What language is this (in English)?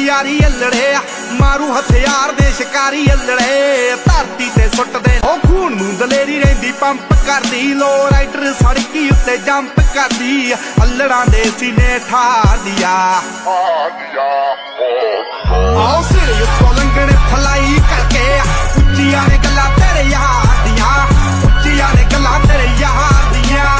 Punjabi